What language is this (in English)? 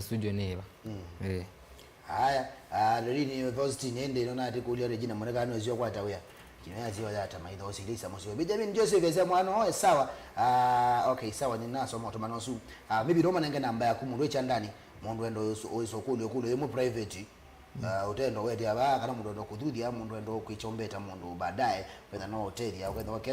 Kamba